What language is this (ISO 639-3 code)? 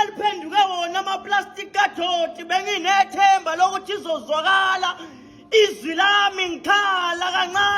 zul